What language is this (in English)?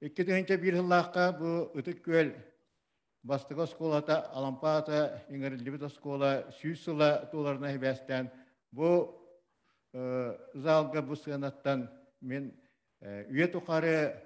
Yakut